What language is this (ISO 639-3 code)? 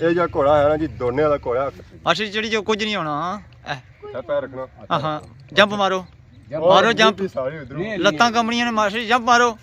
phr